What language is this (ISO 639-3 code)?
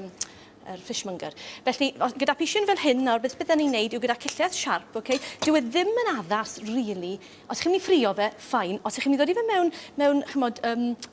cym